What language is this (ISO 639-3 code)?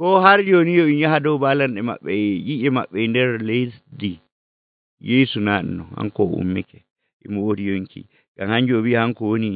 fuv